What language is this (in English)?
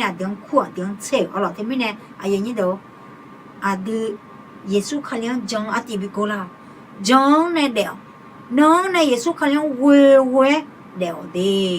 Akha